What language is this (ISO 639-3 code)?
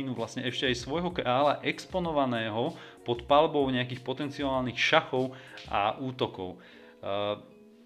slk